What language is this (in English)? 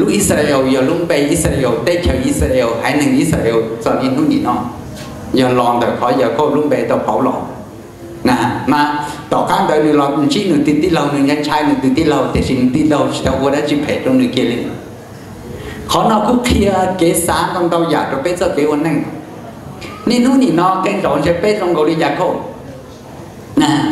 Vietnamese